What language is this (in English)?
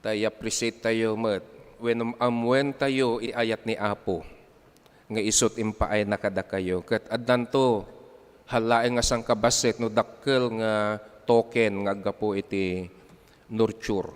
Iloko